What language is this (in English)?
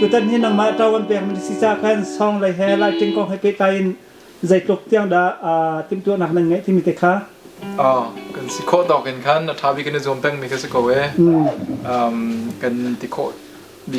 Hakha Chin